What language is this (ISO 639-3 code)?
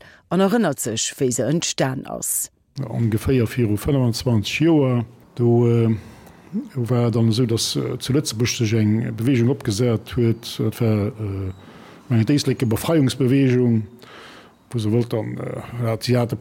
ltz